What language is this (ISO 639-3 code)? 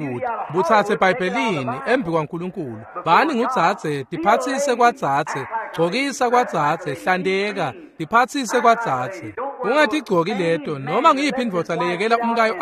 ssw